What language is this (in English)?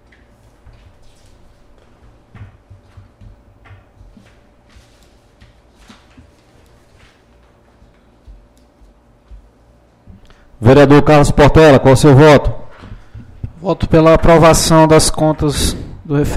Portuguese